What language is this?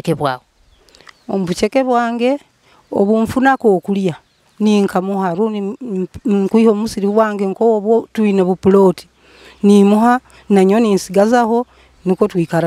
Nyoro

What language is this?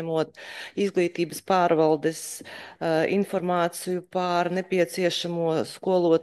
Latvian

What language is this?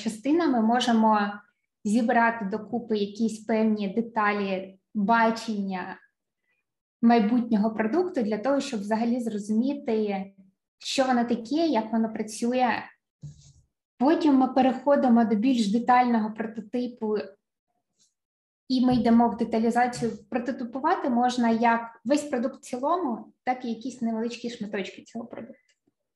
Ukrainian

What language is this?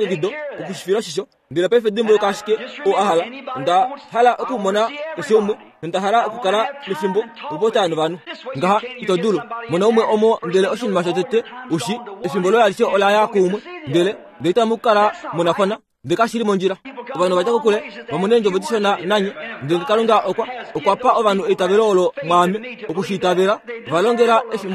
Kuanyama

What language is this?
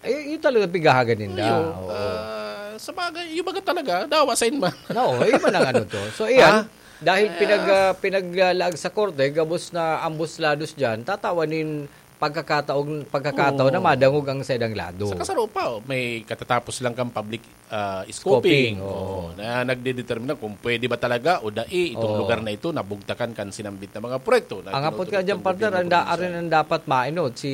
Bikol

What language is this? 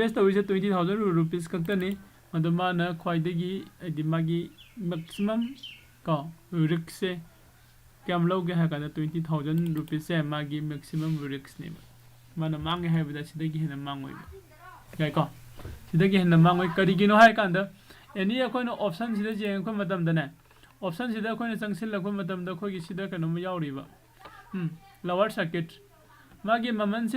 Manipuri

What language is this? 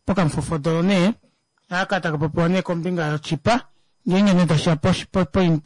Kuanyama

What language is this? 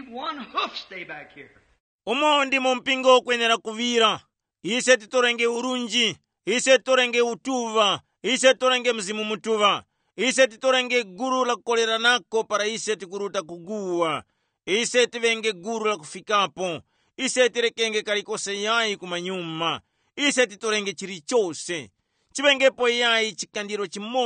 Tumbuka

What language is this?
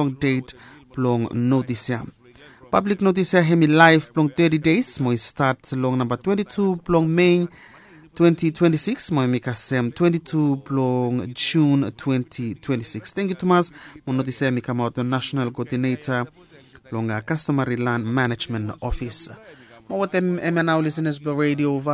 Bislama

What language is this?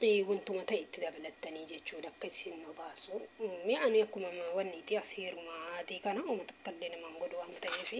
Oromo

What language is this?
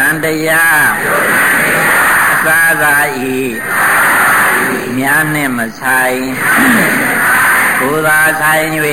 Burmese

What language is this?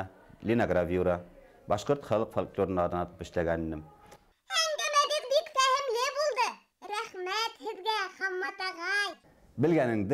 Bashkir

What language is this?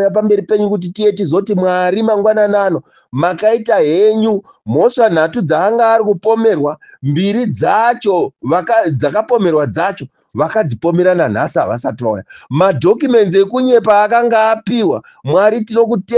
Shona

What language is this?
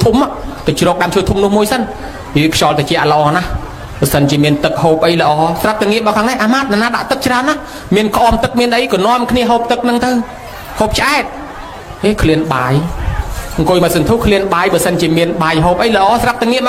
Khmer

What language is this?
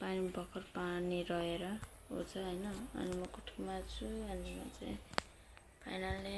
Nepali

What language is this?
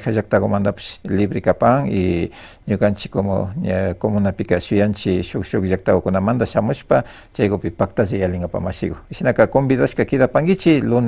Imbabura Highland Quichua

